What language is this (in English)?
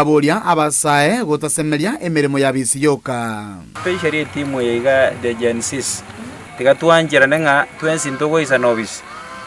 Gusii